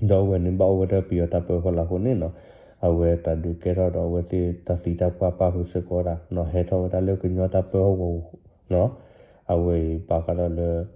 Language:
S'gaw Karen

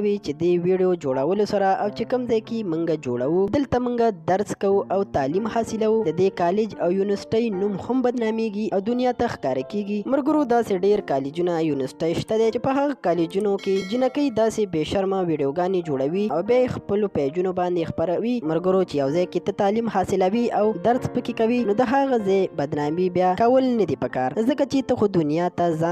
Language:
Pashto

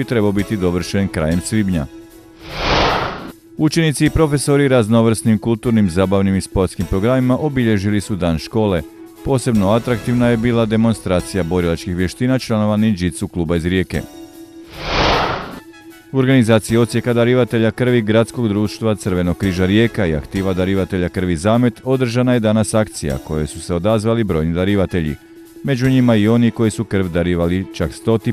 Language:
Croatian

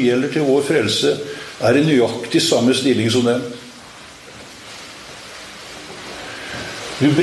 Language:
Norwegian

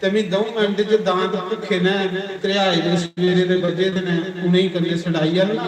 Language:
Dogri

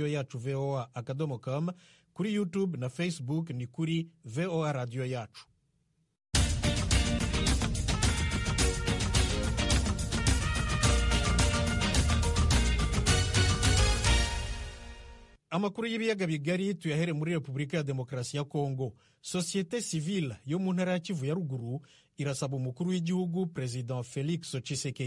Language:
Kinyarwanda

